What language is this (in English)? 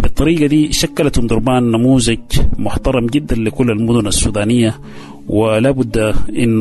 Sudanese Arabic